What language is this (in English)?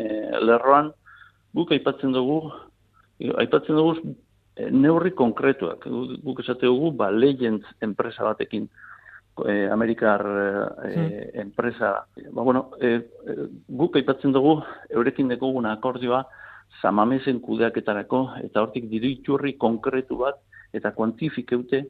Basque